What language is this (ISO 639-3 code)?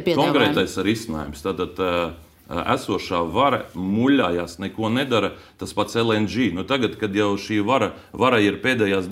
lav